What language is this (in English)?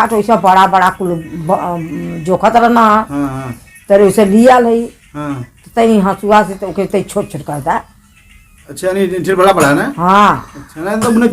Awadhi